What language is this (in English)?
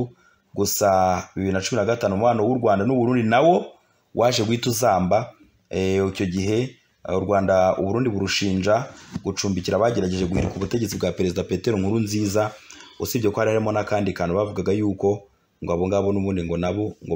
Kinyarwanda